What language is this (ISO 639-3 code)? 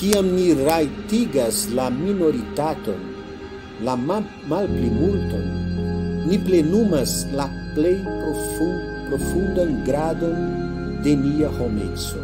epo